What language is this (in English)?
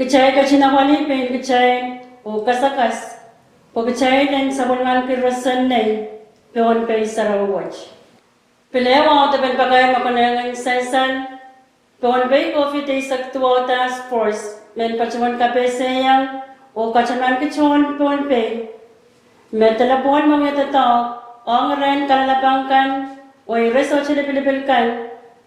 Pohnpeian